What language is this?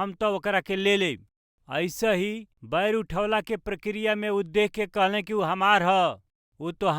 Bhojpuri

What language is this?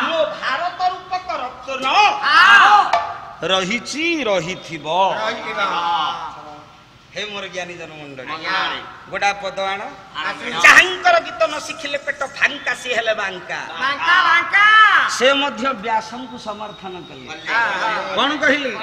Odia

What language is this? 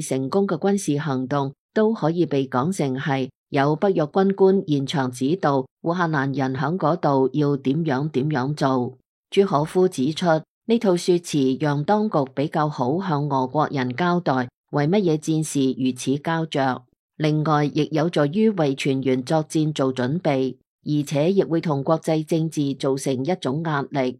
Cantonese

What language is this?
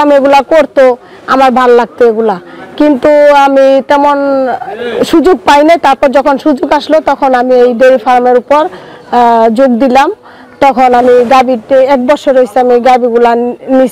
Bangla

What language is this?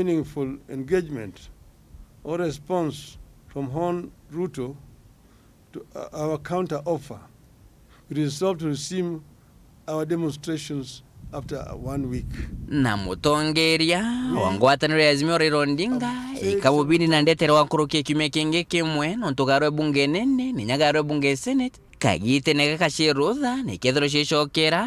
Meru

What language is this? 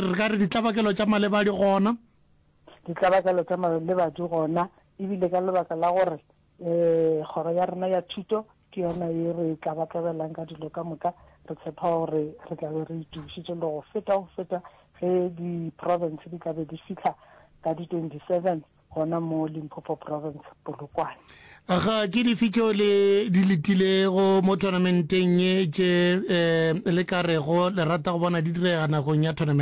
Northern Sotho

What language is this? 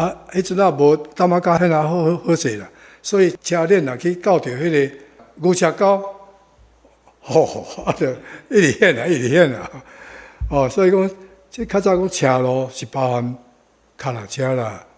Min Nan Chinese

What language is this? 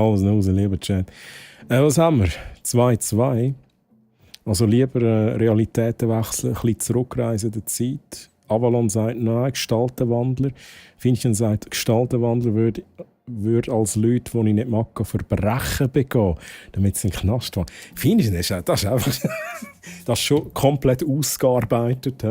Swiss German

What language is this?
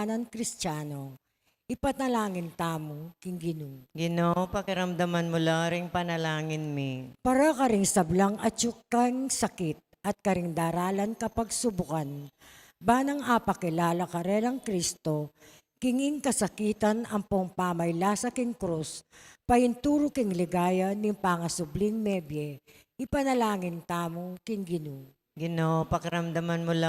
Pampanga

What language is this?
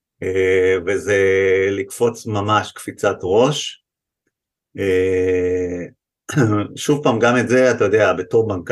Hebrew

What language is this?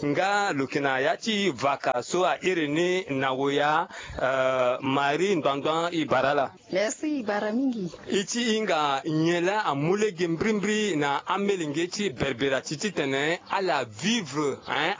Sango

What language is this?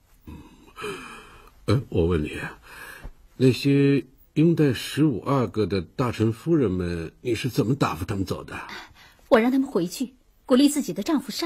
Chinese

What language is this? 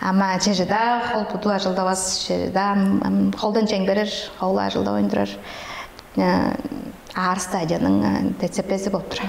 Tuvinian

